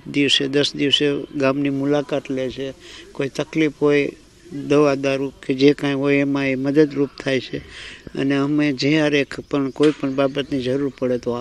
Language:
Gujarati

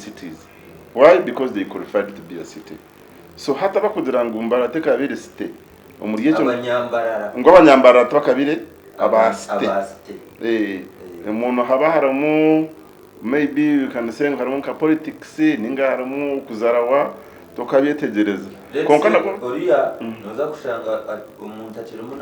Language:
Nyankole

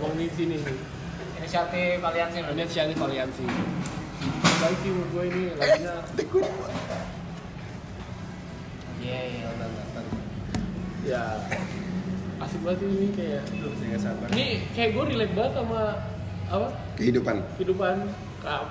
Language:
Indonesian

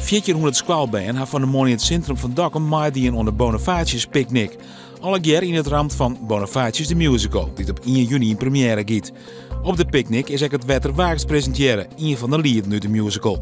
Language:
Western Frisian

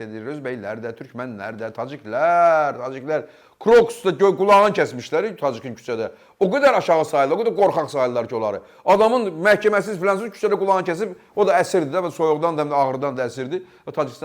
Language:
Azerbaijani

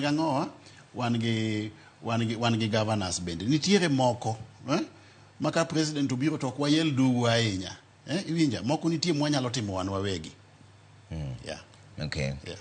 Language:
Luo (Kenya and Tanzania)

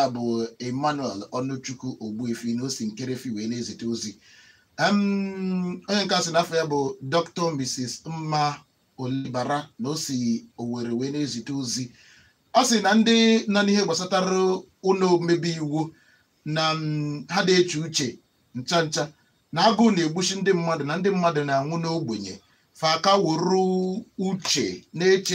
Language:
Igbo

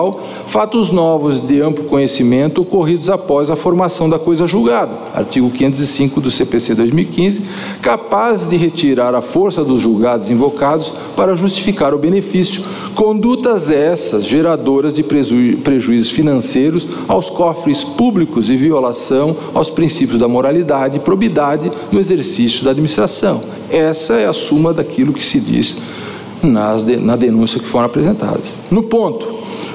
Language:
Portuguese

